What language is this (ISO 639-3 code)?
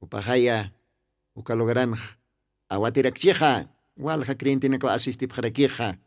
aym